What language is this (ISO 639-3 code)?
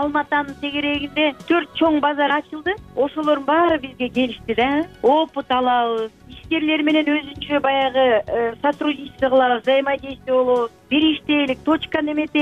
kir